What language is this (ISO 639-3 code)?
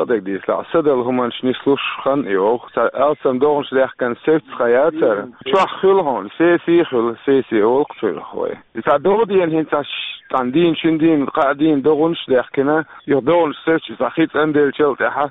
che